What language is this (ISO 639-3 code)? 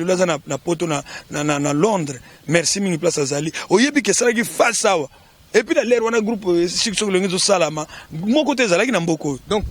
lin